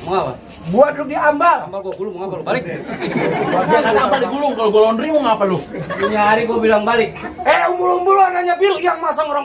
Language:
Betawi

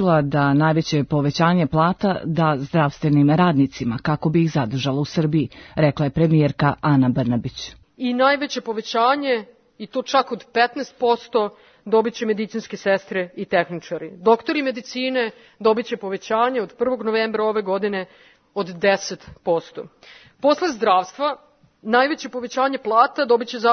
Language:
Serbian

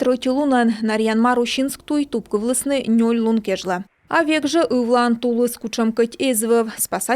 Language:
Komi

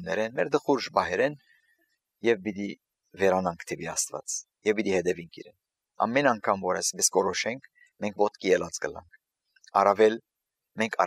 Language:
Armenian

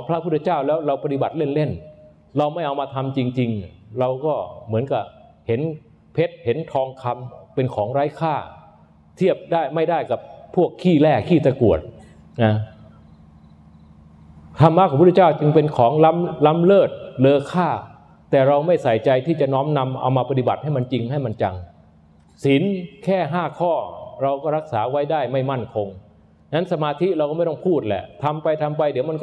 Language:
Thai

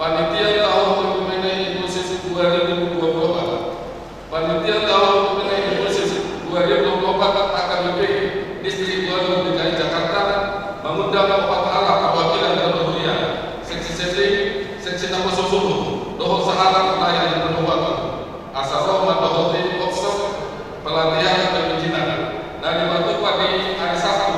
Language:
Batak Toba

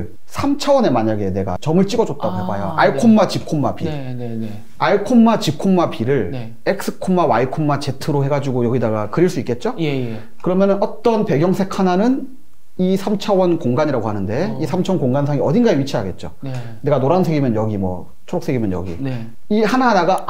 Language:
Korean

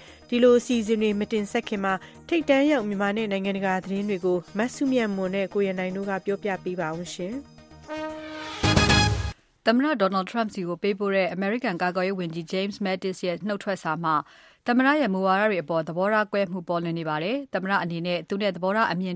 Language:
Burmese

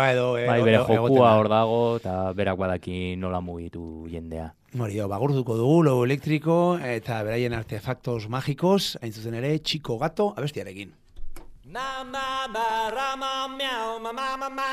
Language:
Basque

